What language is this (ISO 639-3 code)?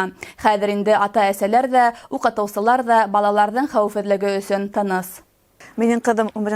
bak